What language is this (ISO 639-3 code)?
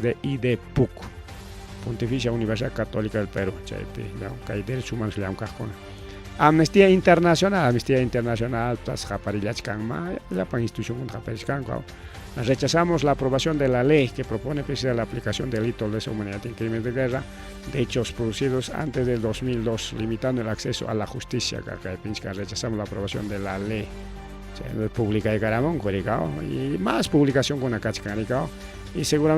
quy